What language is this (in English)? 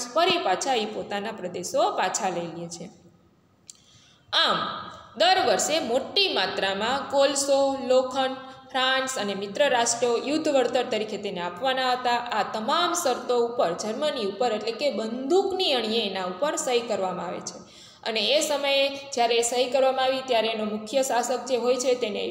Gujarati